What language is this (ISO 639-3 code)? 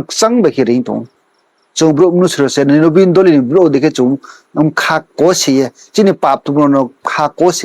ria